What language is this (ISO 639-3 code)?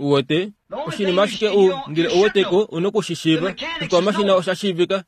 kua